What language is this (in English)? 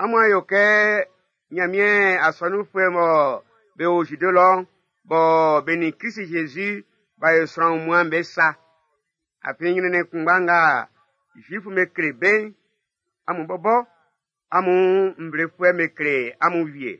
Baoulé